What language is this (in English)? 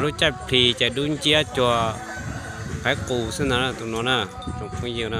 Hmong